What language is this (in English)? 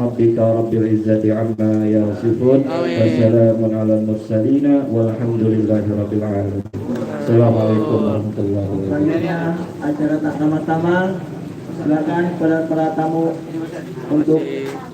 Betawi